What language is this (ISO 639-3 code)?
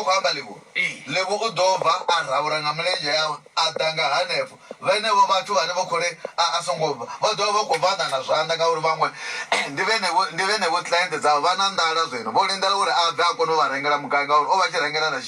ven